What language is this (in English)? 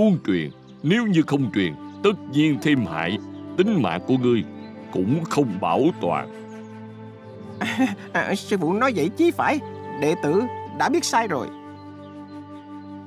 Vietnamese